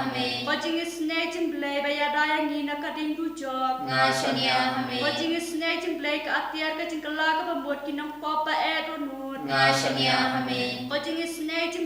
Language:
Khasi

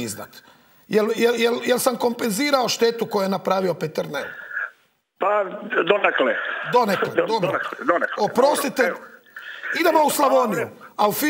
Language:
Croatian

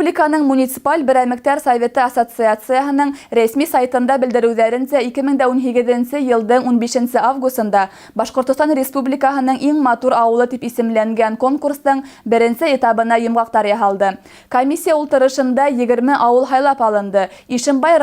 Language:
Bashkir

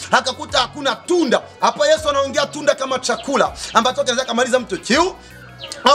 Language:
Swahili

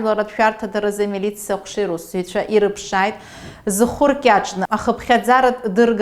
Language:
Abkhazian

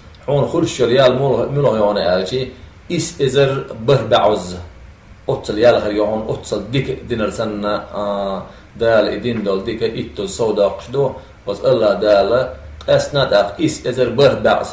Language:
Chechen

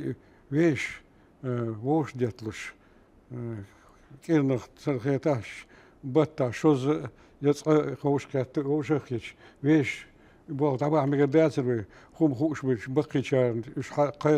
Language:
Chechen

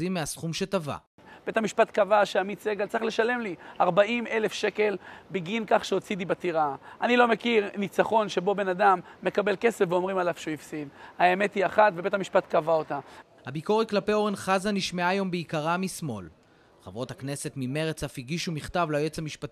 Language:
Hebrew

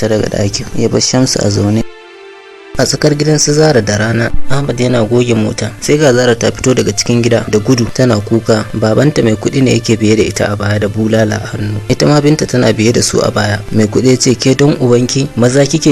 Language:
Hausa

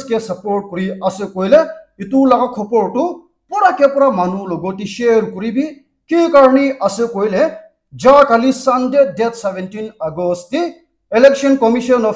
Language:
Naga Pidgin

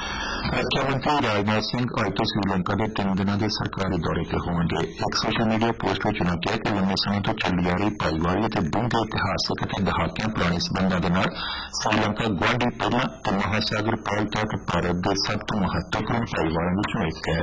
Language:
Punjabi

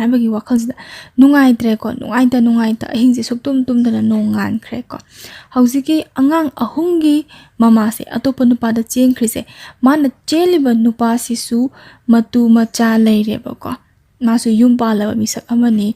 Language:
Manipuri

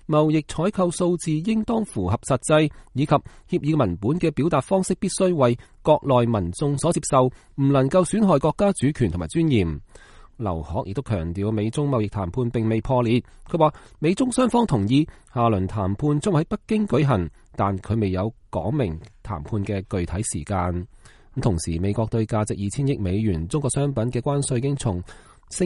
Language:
Cantonese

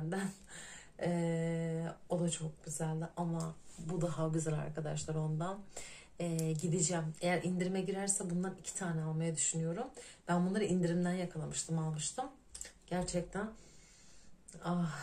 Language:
Turkish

